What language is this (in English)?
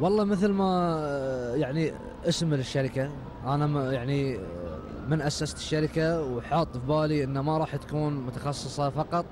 Gulf Arabic